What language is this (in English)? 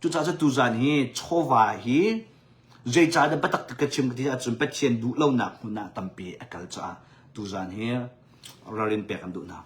Hakha Chin